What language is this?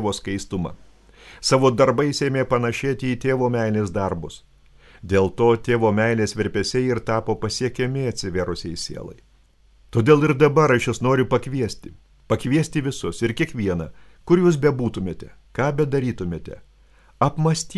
Lithuanian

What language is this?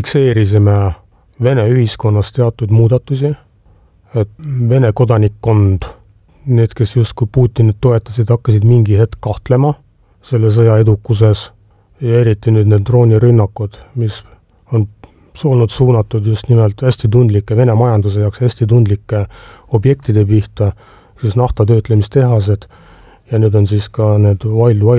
Estonian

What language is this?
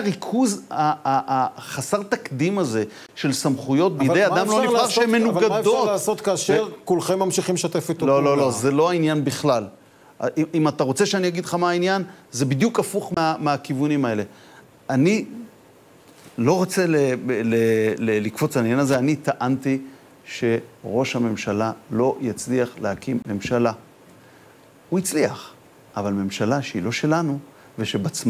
Hebrew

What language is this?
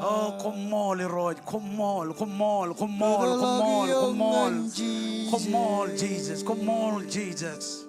Marshallese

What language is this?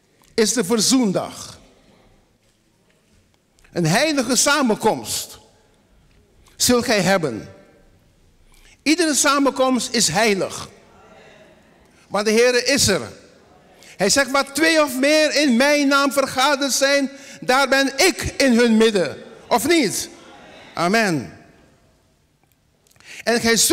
Dutch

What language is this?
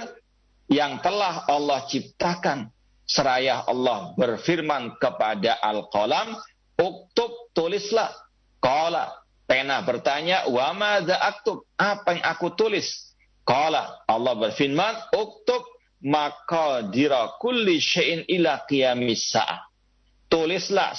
Indonesian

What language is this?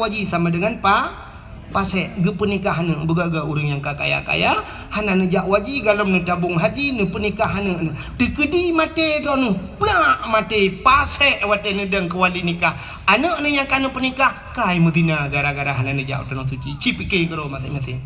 Achinese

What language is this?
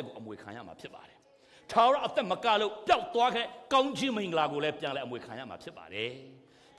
Burmese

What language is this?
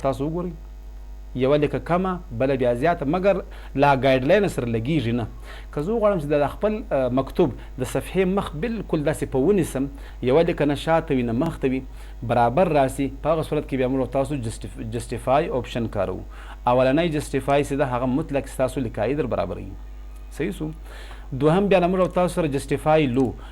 Pashto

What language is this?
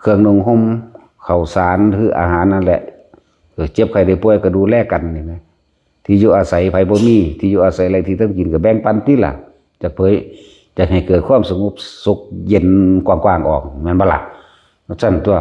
Lao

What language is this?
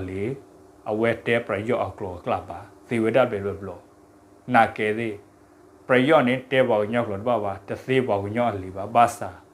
S'gaw Karen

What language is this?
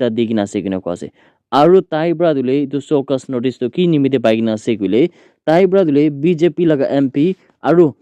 Naga Pidgin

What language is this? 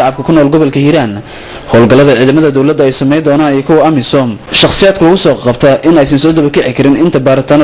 Somali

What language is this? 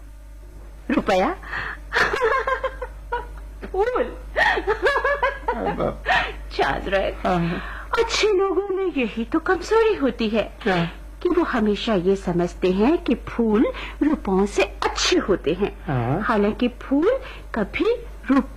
Hindi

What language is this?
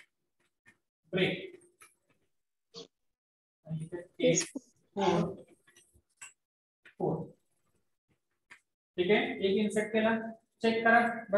Marathi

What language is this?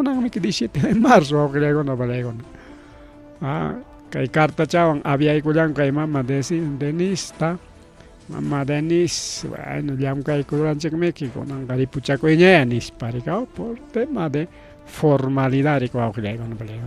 Ayacucho Quechua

